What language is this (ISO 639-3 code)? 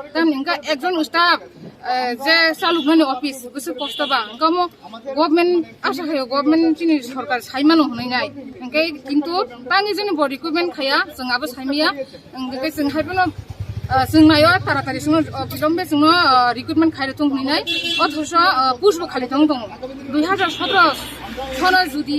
ria